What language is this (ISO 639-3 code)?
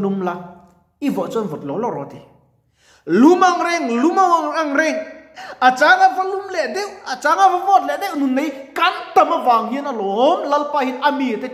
lus